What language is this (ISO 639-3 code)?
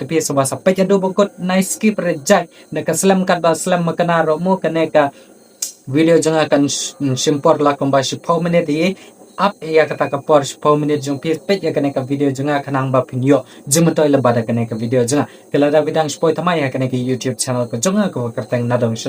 kha